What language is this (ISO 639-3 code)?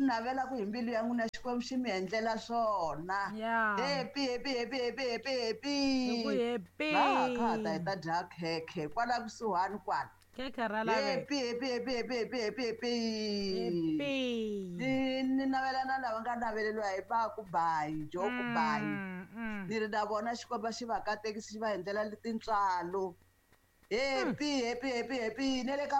tso